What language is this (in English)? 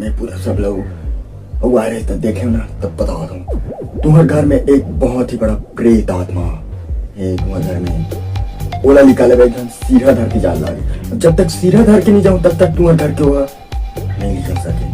Chhattisgarhi